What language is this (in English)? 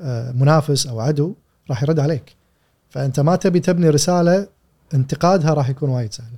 Gulf Arabic